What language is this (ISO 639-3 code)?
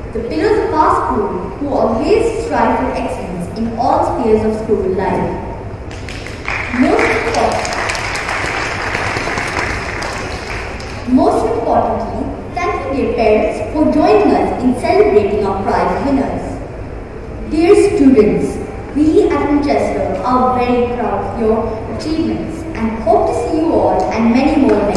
eng